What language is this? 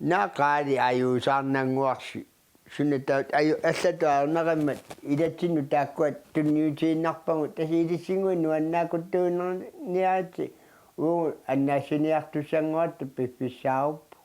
Kalaallisut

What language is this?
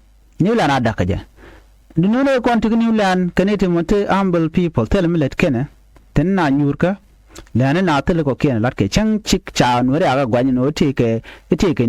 Nuer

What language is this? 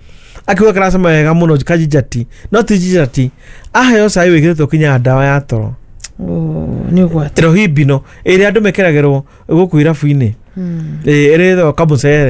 Kikuyu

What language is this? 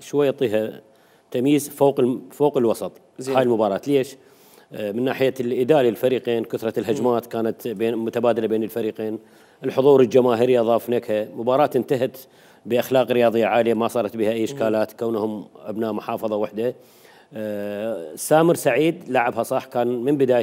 Mesopotamian Arabic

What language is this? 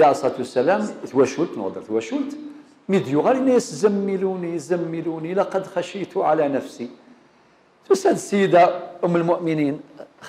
Kabyle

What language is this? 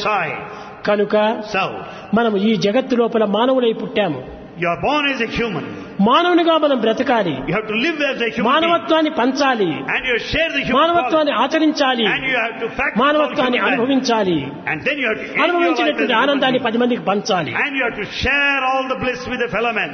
Telugu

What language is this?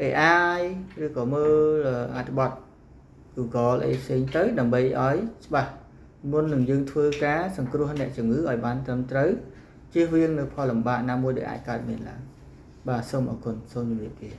Khmer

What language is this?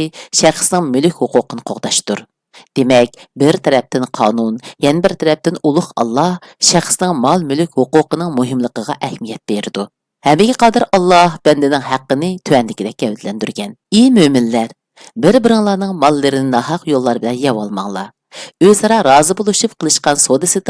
Uyghur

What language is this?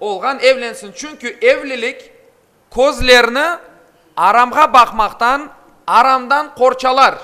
Crimean Tatar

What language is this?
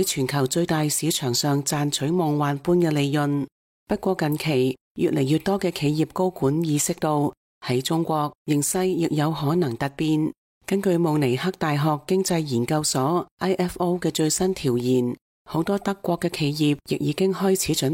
Cantonese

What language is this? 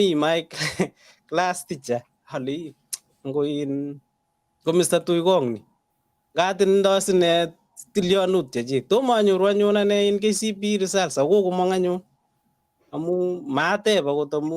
Kalenjin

